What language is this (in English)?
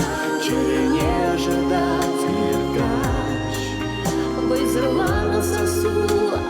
Chuvash